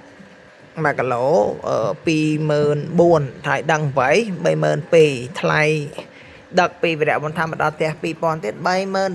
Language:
Khmer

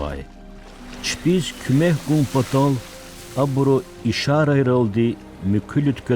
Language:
Lezghian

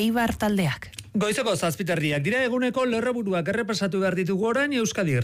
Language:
Basque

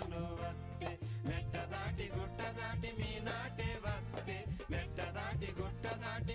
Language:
Koya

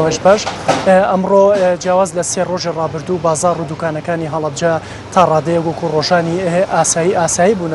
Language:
Central Kurdish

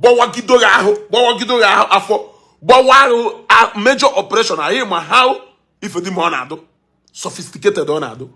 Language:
Igbo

